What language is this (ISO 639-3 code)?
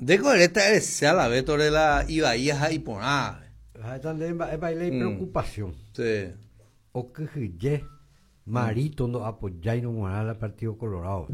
grn